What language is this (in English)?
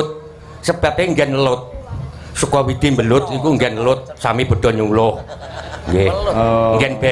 Javanese